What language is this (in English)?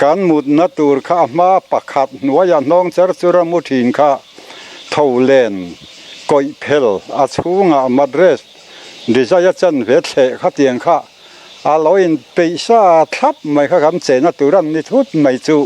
Mizo